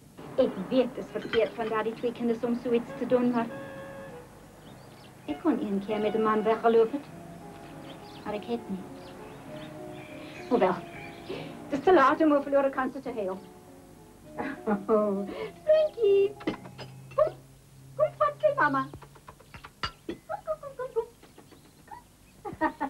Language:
Afrikaans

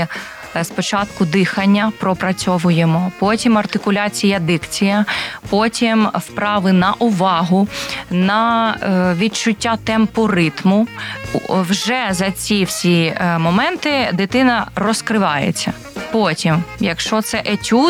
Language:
Ukrainian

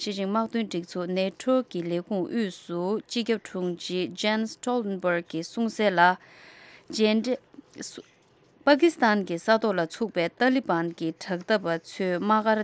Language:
Tibetan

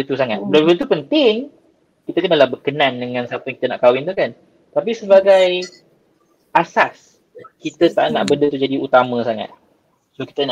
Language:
Malay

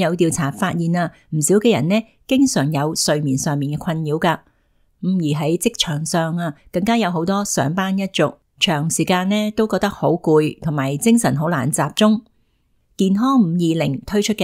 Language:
Cantonese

